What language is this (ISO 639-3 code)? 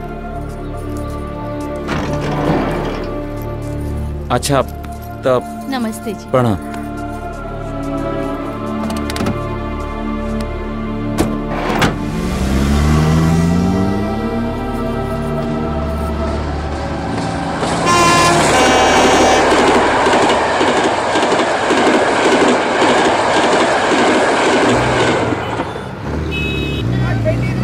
bho